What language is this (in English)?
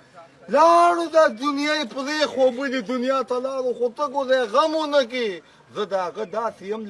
Pashto